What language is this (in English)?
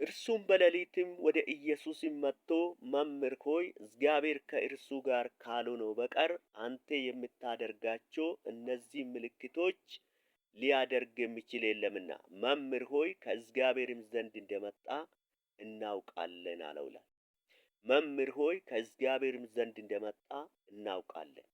Amharic